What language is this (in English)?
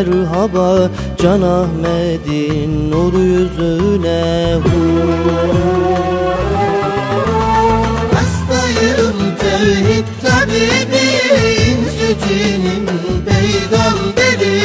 Turkish